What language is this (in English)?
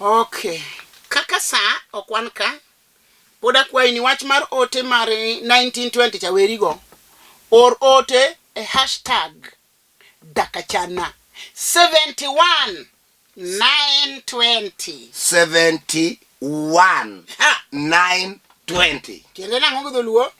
Luo (Kenya and Tanzania)